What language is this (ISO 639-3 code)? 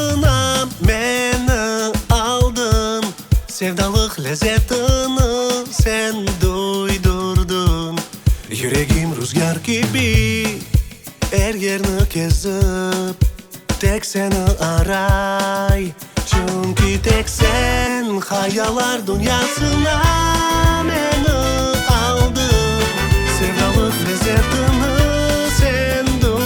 crh